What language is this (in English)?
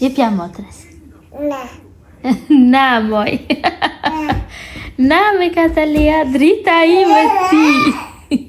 Albanian